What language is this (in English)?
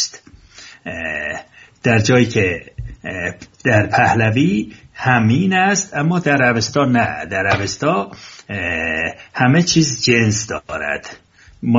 Persian